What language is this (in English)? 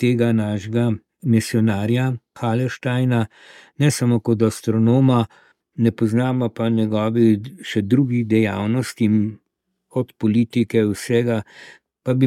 Slovenian